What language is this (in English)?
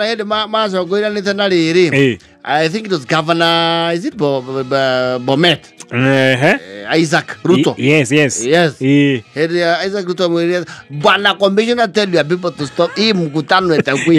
Kikuyu